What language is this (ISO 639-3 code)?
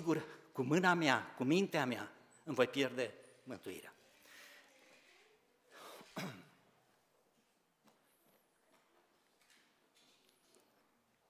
ron